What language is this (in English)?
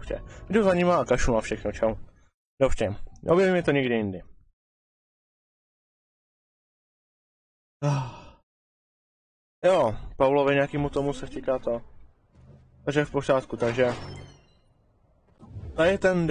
Czech